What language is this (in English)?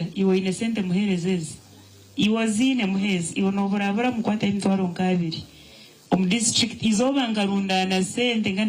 Nyankole